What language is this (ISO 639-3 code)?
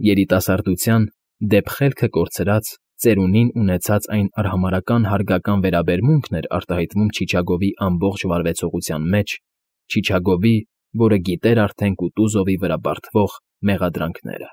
hye